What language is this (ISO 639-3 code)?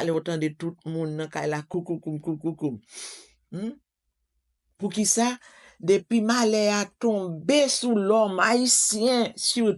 hat